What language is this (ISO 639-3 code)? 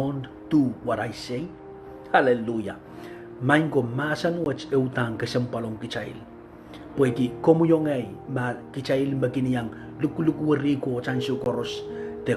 pon